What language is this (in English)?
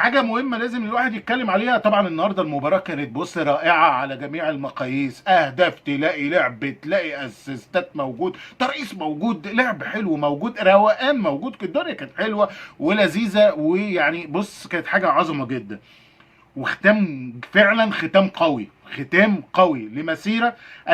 Egyptian Arabic